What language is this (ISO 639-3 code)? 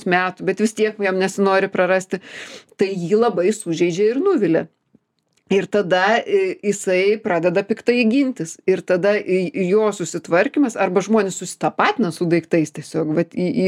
lit